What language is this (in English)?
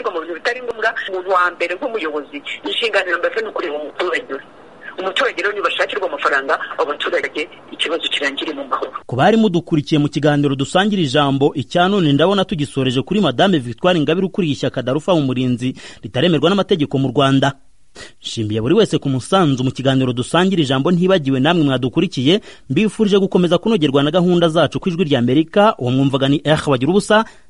Kinyarwanda